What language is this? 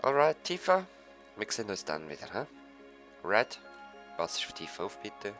Swiss German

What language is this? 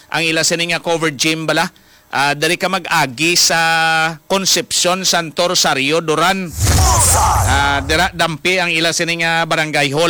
Hiligaynon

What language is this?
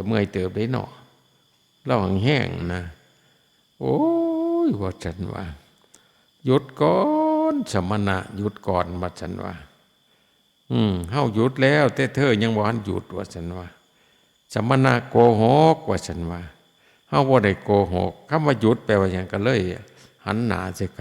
Lao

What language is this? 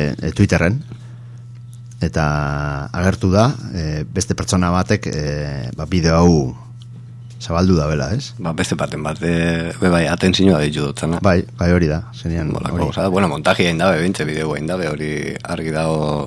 Basque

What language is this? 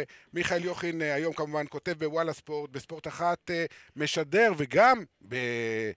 Hebrew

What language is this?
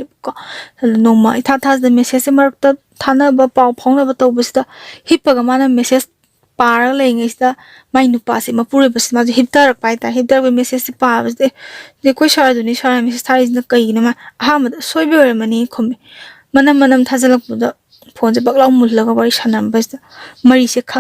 Manipuri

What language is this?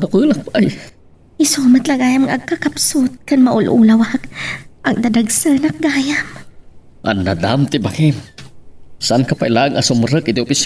Iloko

